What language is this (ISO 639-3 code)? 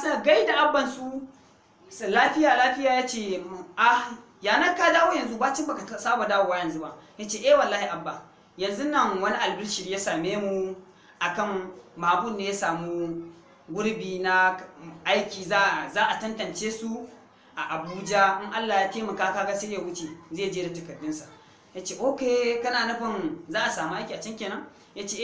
hau